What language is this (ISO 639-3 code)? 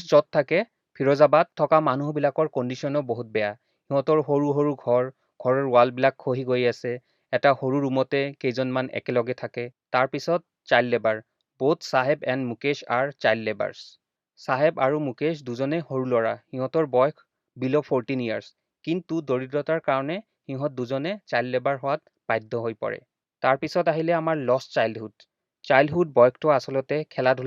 asm